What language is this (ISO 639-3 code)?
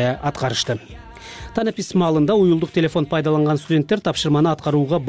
kir